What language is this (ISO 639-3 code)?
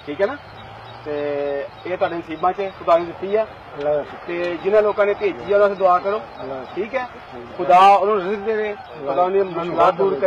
pan